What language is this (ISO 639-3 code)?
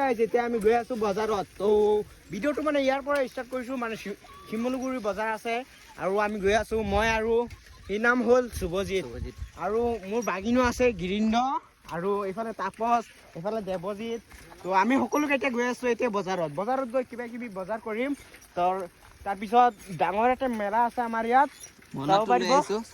asm